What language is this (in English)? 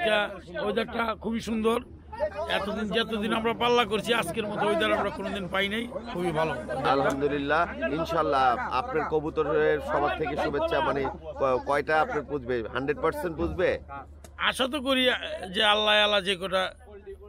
Bangla